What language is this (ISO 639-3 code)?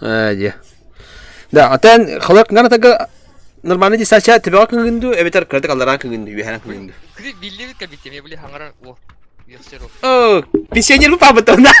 sah